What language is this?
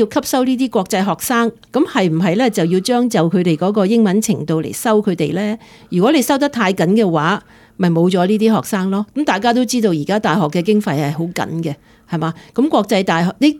Cantonese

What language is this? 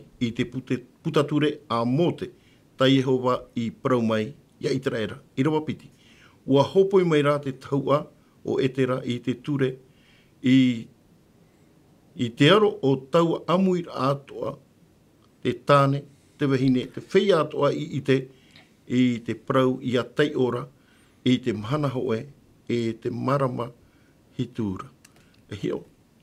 Tahitian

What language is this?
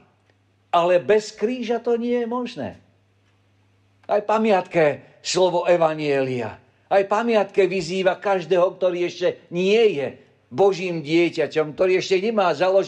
Slovak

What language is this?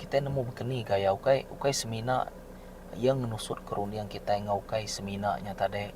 Iban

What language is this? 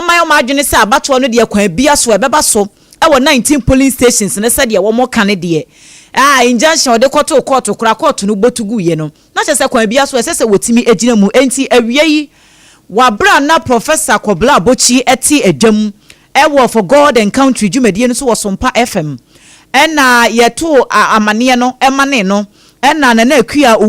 Akan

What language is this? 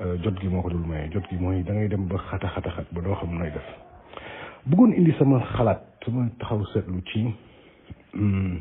Wolof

